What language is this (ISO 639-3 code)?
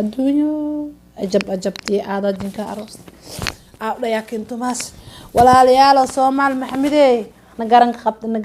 som